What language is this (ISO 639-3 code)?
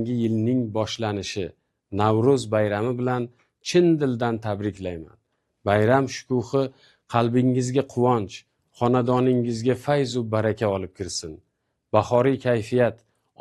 uzb